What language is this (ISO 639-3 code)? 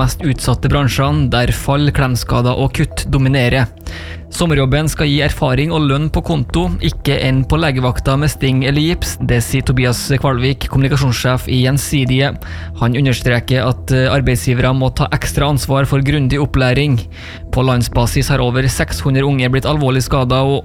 nor